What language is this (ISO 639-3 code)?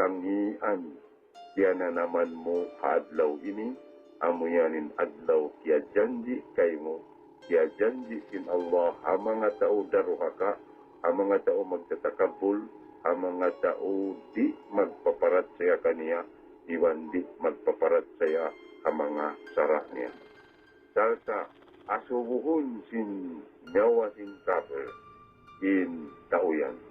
tsg